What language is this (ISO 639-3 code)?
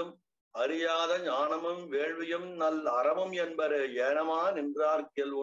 tam